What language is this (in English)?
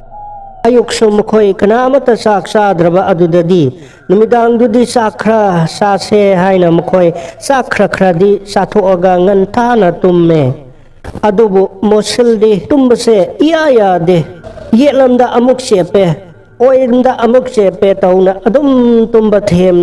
Manipuri